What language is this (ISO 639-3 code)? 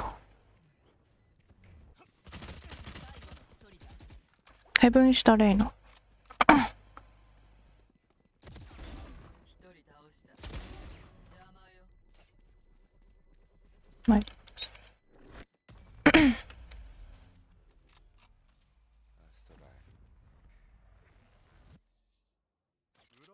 jpn